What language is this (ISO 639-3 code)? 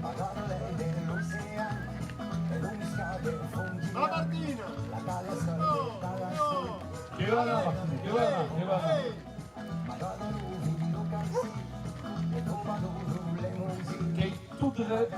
oci